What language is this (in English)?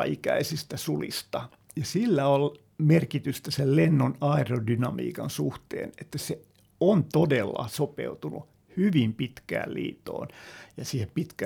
Finnish